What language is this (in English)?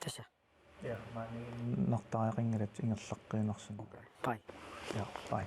Kalaallisut